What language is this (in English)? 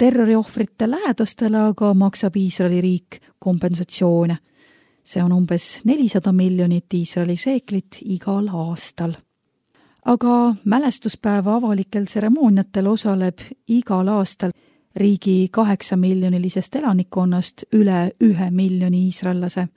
Estonian